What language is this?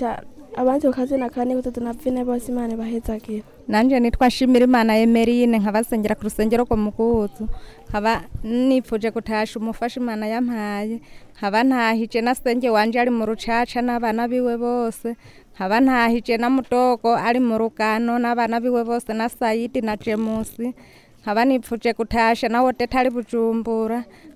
Rundi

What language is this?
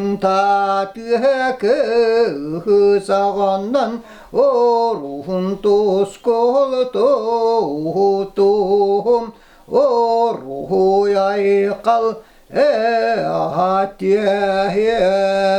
Yakut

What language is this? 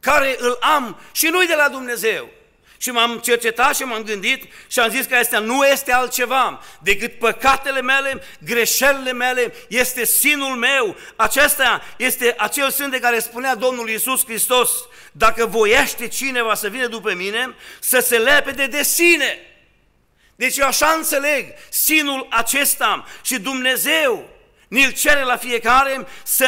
Romanian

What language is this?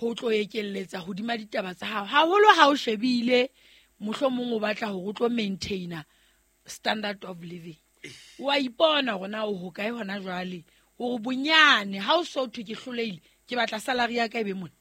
Southern Sotho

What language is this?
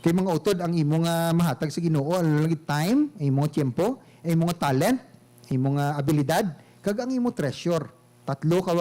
Hiligaynon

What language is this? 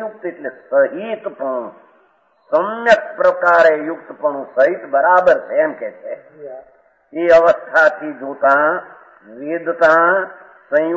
Gujarati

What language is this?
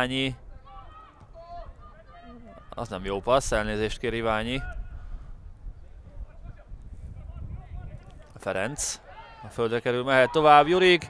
Hungarian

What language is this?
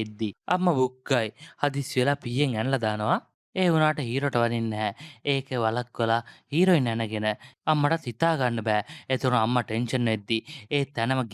Sinhala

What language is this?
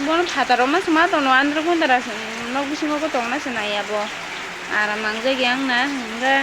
Kok Borok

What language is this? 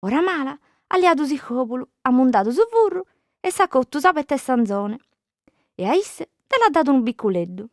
Sardinian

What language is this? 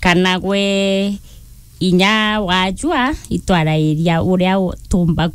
Meru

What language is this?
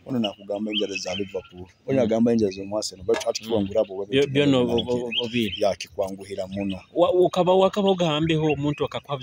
Nyoro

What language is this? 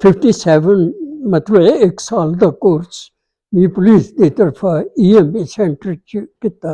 Dogri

